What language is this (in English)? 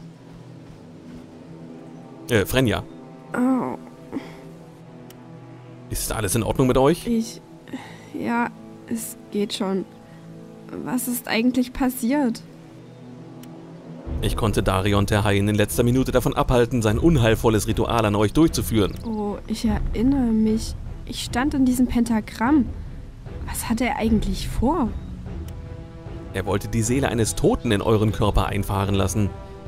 German